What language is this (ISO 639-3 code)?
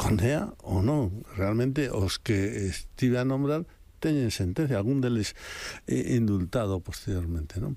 glg